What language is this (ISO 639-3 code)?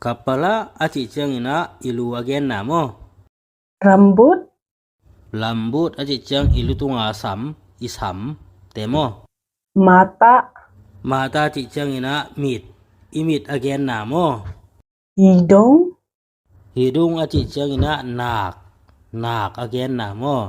ctd